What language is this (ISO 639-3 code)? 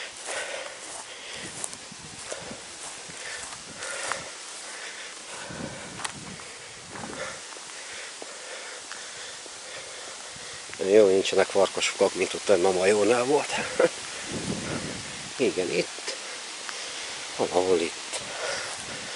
hun